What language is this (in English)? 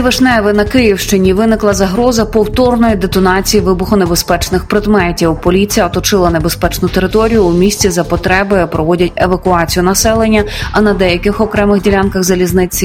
Ukrainian